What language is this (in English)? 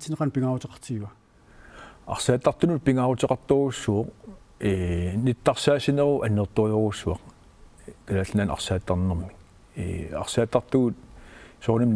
Kalaallisut